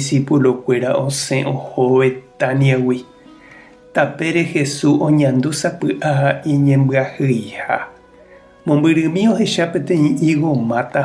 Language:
Guarani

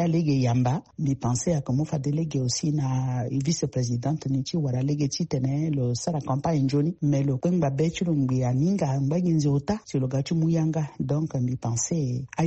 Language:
Sango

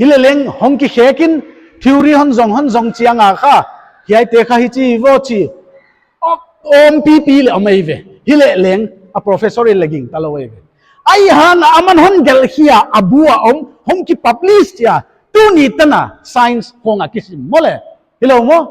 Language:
Paite Chin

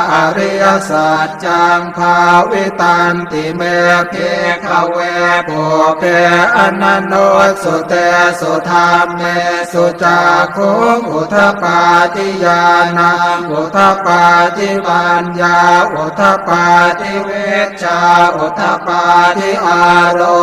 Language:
Pali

